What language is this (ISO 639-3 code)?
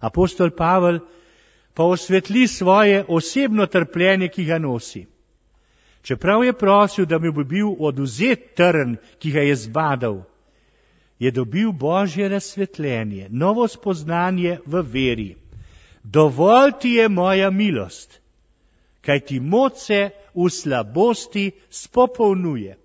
slv